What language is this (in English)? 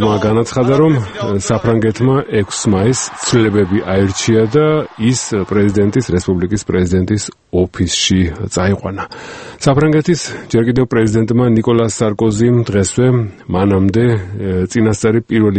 Georgian